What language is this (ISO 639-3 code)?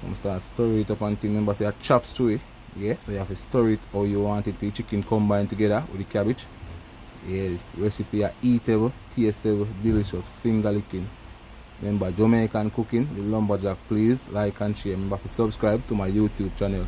jam